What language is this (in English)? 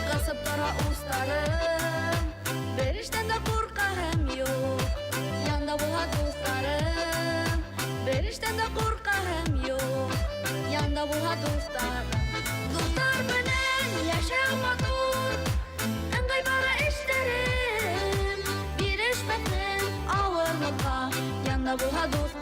Bashkir